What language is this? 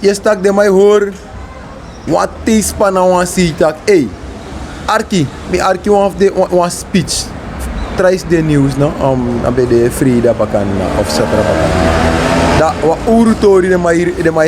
Sranan Tongo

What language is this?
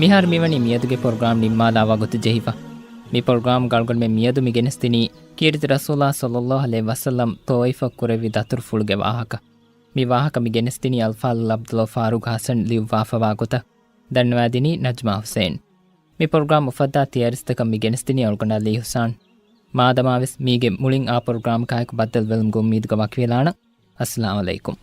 Divehi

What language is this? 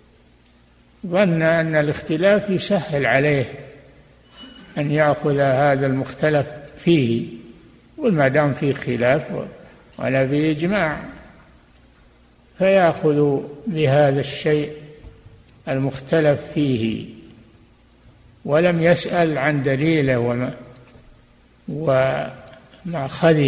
Arabic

